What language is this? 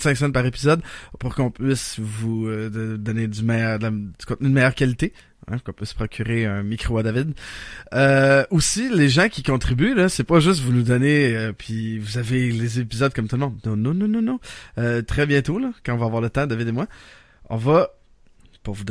French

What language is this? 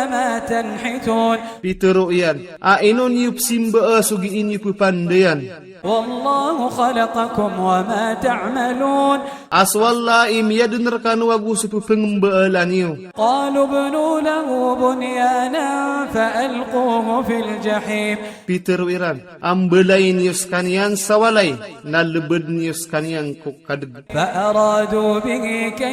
Maranao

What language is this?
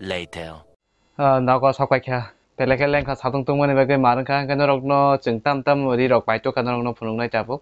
Kok Borok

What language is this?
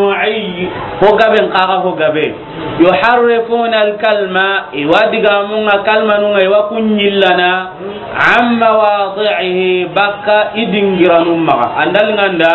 Soninke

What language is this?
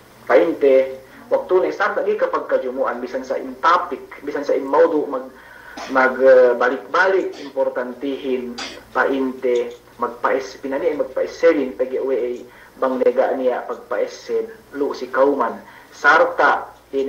Yakan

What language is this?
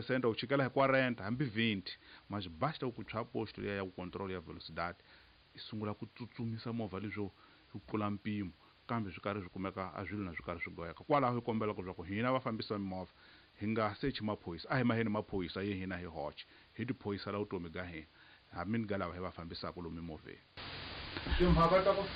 Tsonga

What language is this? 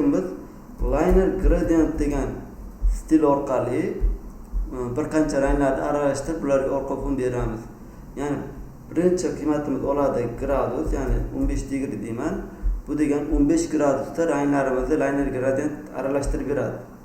Uzbek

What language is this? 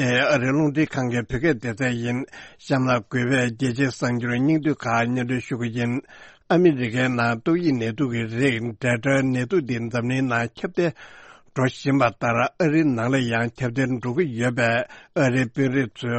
Tibetan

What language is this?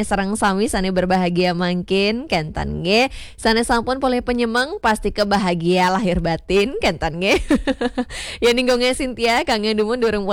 Balinese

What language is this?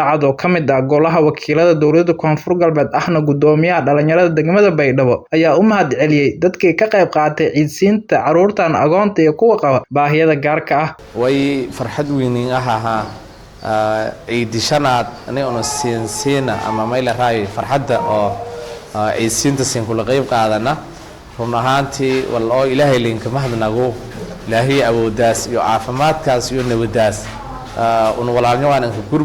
Somali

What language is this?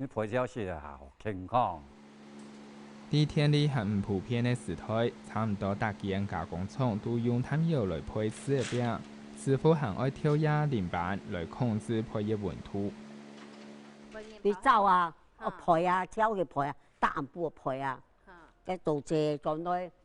Hakka Chinese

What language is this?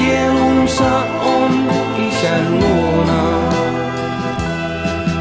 Finnish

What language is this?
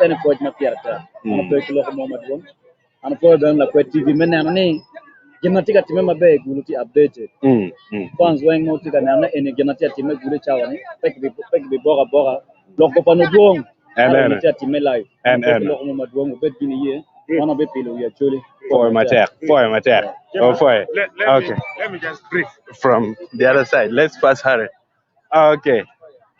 Acoli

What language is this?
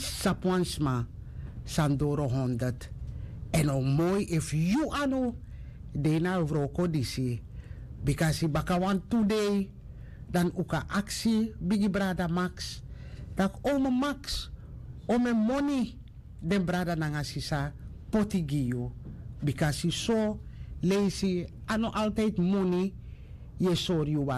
Sranan Tongo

